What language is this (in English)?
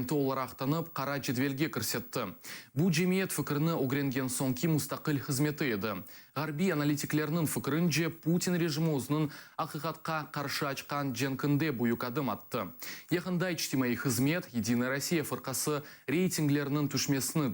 Crimean Tatar